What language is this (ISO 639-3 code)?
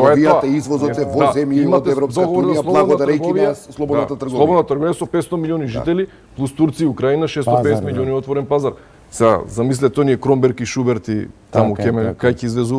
mkd